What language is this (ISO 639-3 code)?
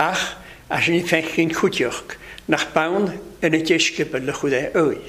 cym